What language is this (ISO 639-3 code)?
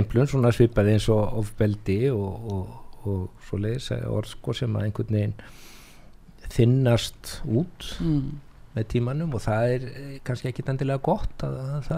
isl